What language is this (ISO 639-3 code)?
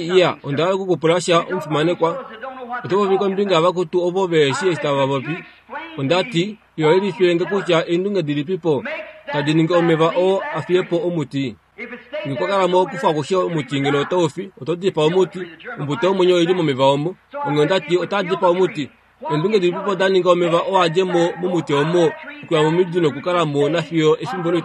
kua